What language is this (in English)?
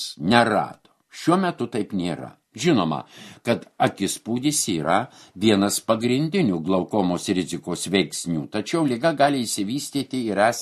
Lithuanian